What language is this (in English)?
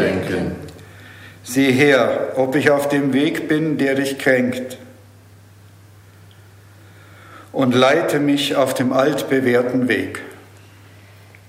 German